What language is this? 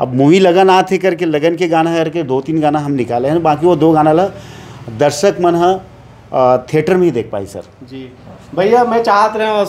Chhattisgarhi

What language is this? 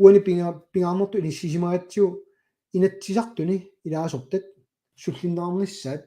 Kalaallisut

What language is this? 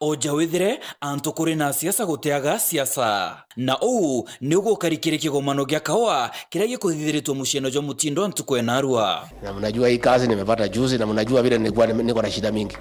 Meru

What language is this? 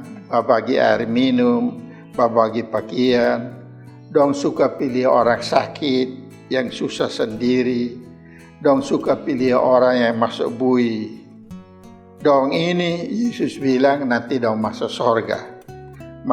Kupang Malay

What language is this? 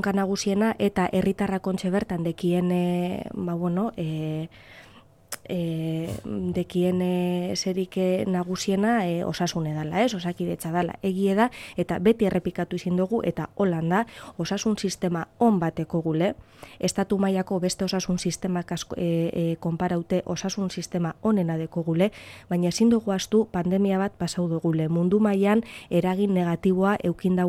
Basque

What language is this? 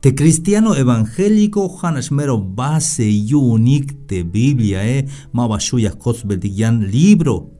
Tzeltal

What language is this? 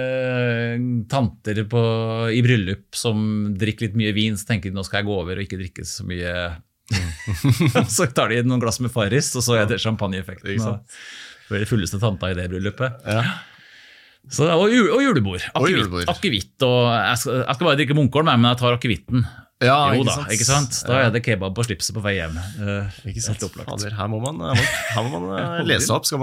Norwegian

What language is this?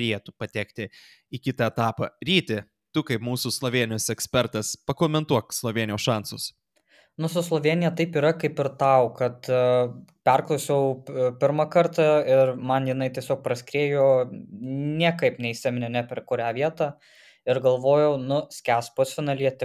Lithuanian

